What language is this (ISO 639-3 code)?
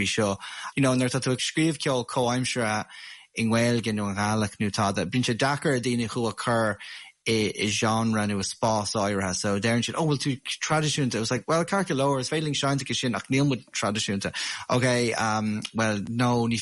gle